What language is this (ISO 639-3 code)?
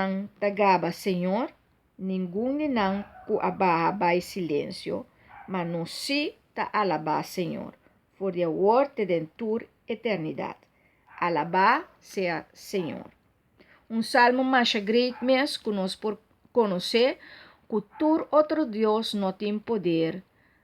pap